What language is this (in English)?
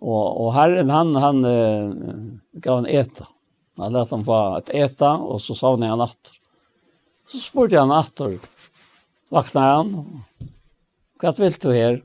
Faroese